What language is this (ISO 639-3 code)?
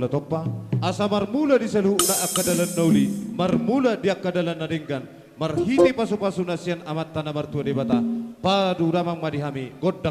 bbc